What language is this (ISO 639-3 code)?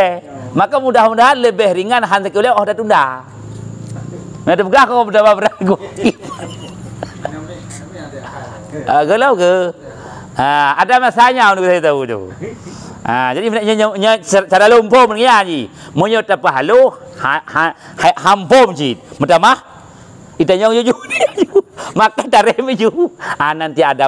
msa